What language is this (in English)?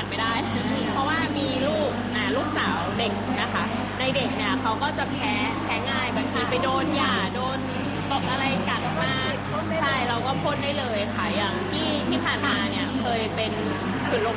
Thai